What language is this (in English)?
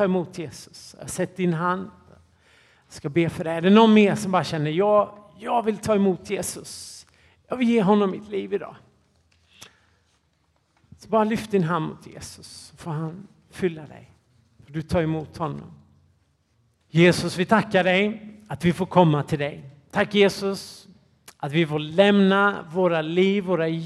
Swedish